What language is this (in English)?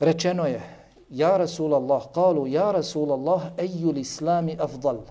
Bosnian